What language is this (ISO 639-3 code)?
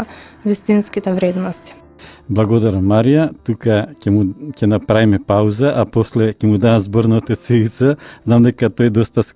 mkd